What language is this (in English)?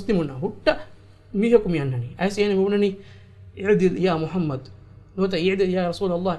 Divehi